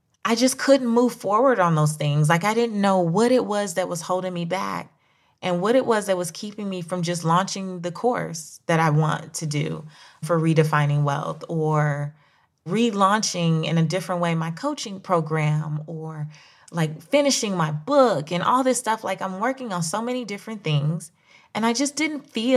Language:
English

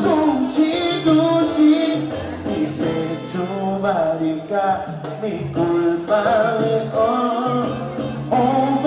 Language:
Papiamento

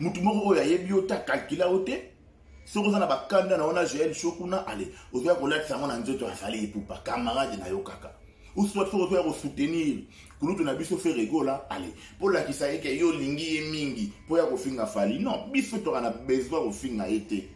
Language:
Lingala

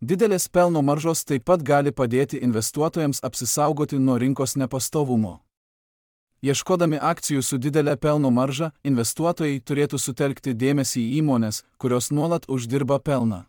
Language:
Lithuanian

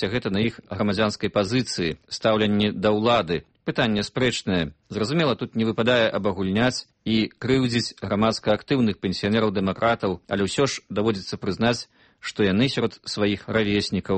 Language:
Belarusian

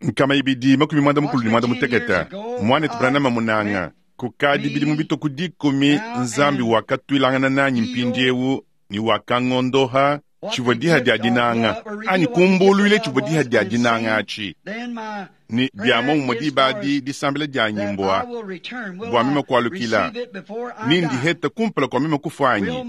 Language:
Luba-Lulua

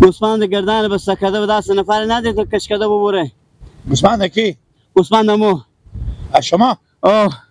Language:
Persian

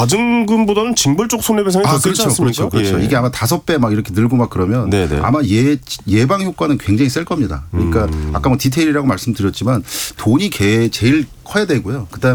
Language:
Korean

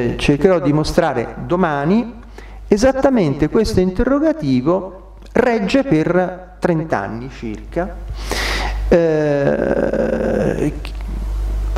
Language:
Italian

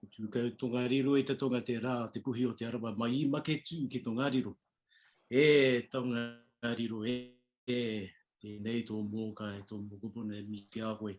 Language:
Māori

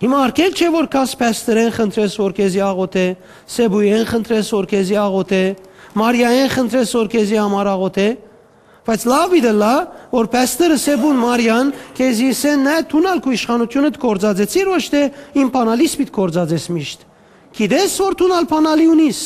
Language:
Western Armenian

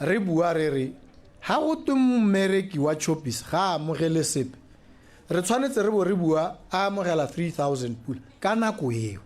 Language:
Tswana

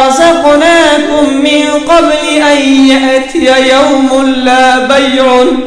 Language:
Persian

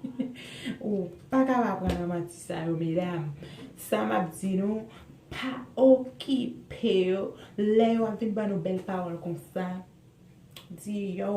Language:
Haitian Creole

